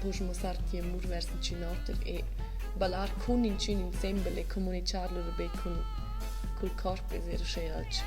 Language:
Romansh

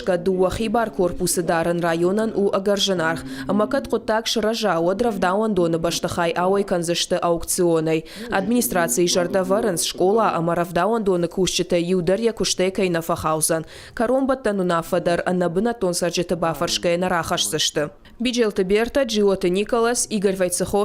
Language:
Ossetic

